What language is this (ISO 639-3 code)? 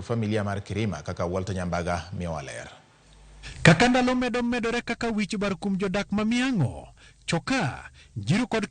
luo